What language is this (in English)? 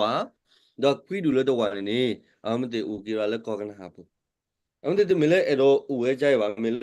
S'gaw Karen